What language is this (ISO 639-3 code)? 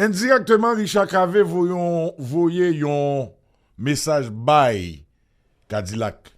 hat